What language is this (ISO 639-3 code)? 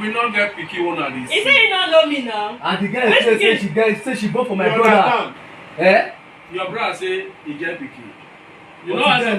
pcm